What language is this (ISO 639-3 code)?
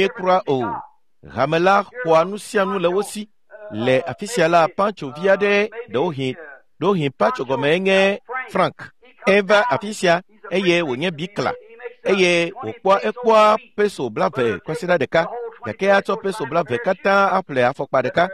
ewe